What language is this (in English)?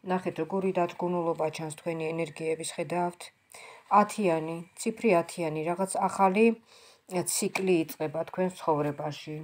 Georgian